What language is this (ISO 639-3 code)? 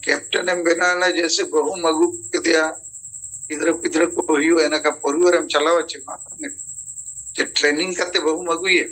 sat